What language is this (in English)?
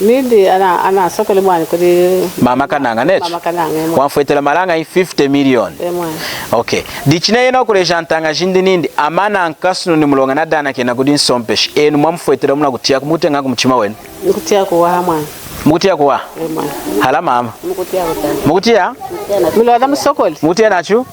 Lunda